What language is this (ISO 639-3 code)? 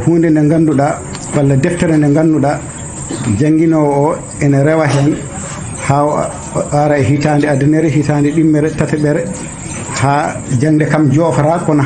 ful